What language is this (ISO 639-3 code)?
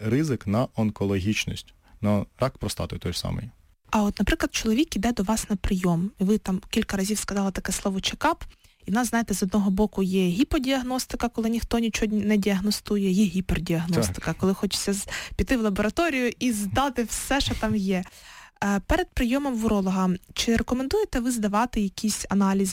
ukr